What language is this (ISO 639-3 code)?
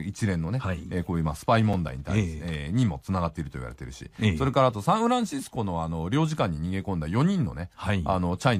jpn